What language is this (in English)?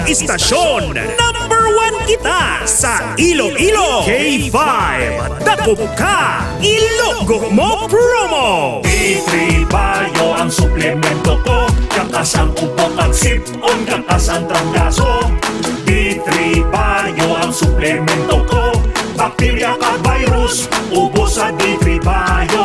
Hiligaynon